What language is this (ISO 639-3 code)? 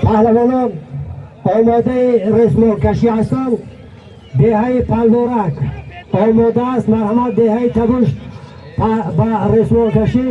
tgk